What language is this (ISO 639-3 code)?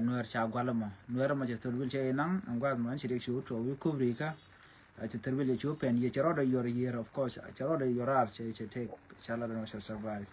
nus